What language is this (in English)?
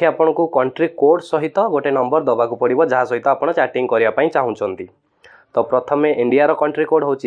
Odia